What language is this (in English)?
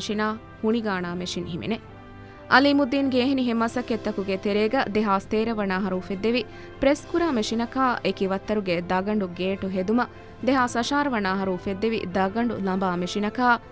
Divehi